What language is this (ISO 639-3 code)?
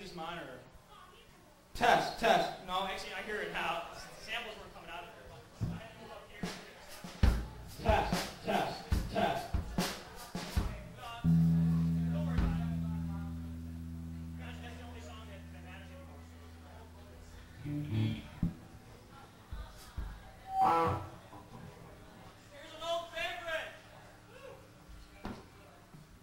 eng